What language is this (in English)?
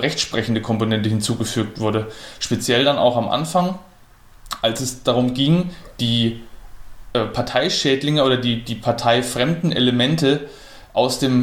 German